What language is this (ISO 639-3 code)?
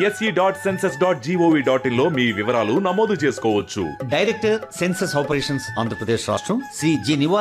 tel